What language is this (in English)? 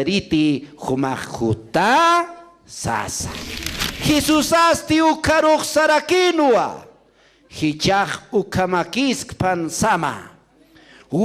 Aymara